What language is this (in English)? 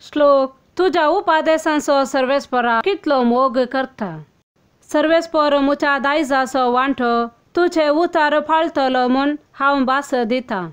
Konkani